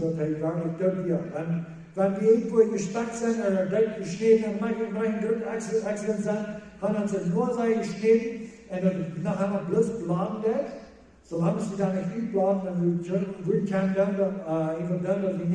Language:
Plautdietsch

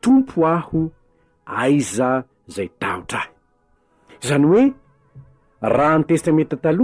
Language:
Malagasy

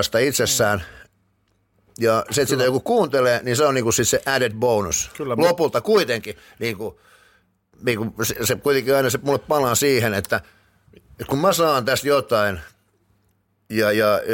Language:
Finnish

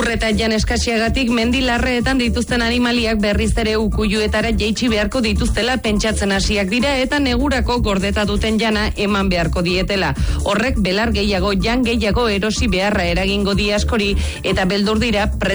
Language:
Basque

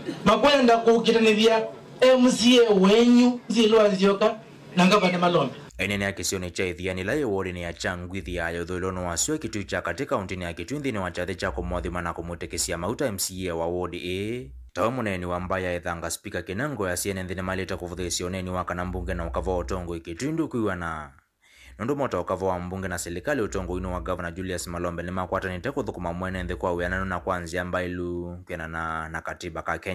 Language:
Kamba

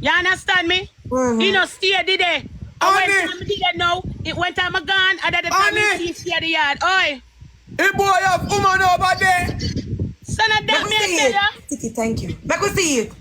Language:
Jamaican Creole English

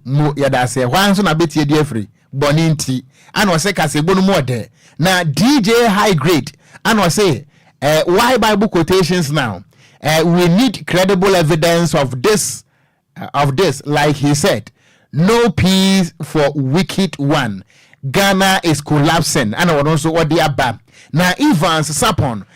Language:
Akan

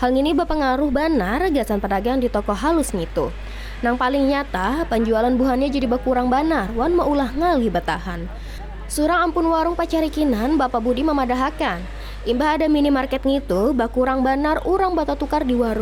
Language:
Banjar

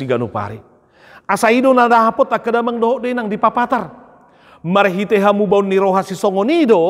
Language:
Batak Toba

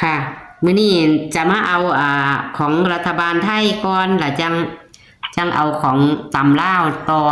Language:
Northeastern Thai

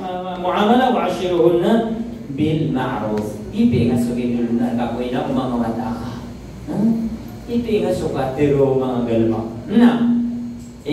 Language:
Maranao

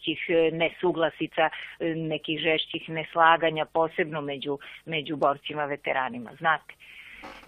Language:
Serbian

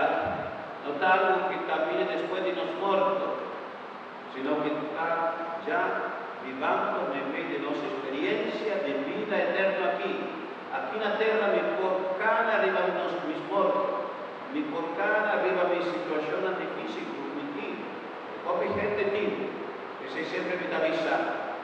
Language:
Papiamento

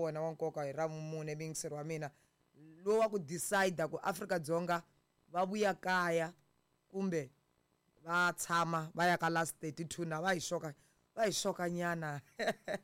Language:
Tsonga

